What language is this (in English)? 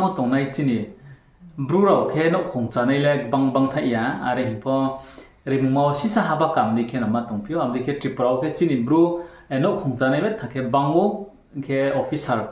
Riang (India)